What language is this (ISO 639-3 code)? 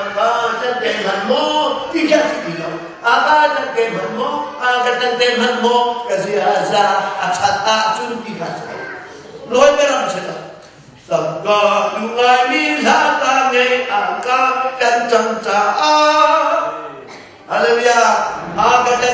cnh